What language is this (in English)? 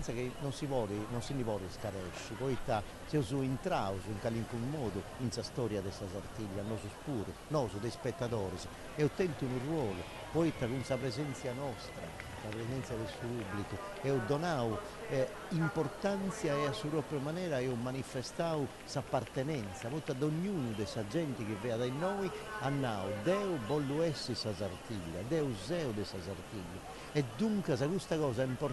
Sardinian